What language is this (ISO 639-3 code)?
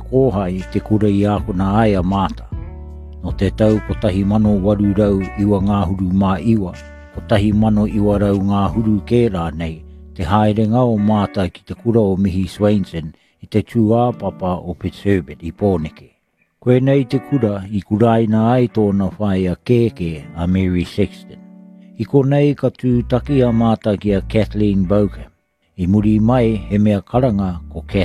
mri